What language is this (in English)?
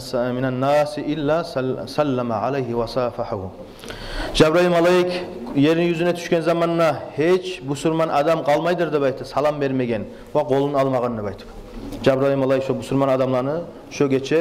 Kumyk